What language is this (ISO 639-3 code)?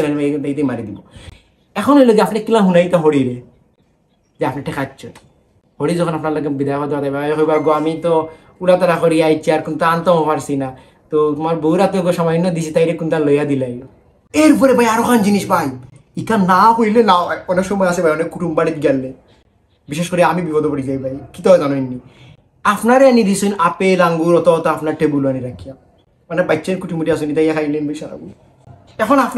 syl